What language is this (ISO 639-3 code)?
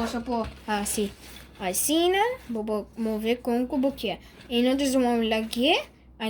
pap